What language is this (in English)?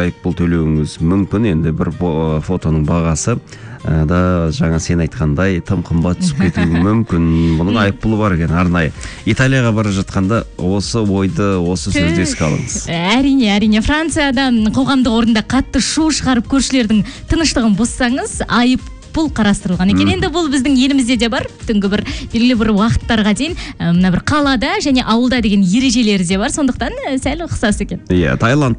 Kazakh